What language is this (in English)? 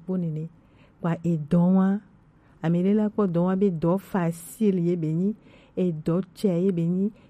Gen